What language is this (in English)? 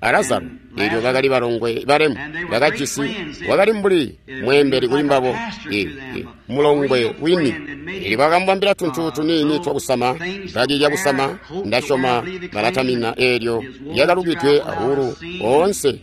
Tonga (Zambia)